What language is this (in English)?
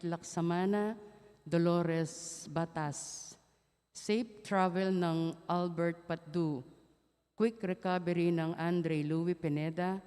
Pampanga